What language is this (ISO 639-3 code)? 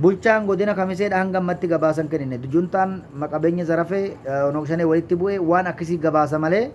orm